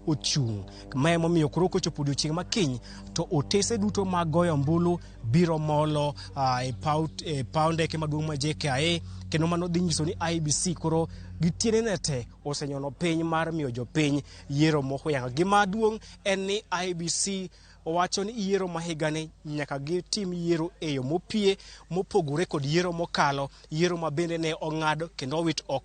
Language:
Luo (Kenya and Tanzania)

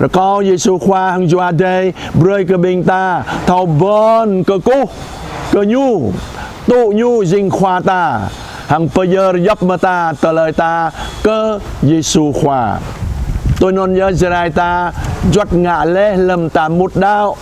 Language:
Jarai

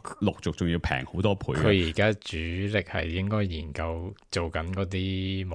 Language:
Cantonese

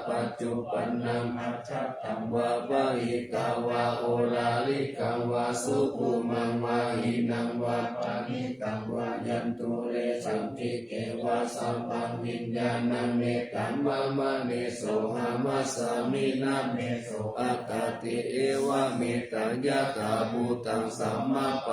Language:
Pali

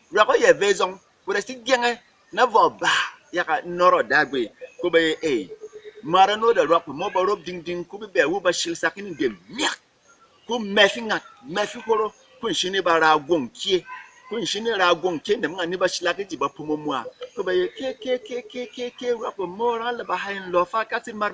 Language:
Berom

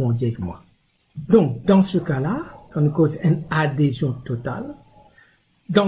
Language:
Morisyen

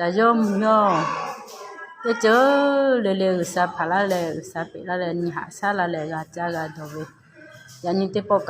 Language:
Lahu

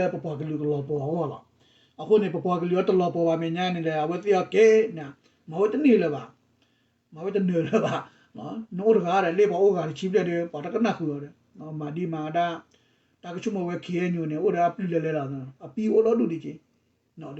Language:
S'gaw Karen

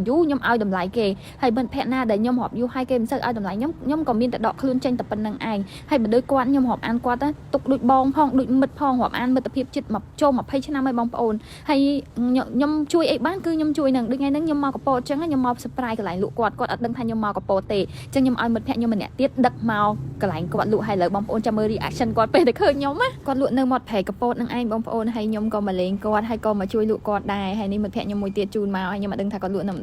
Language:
Khmer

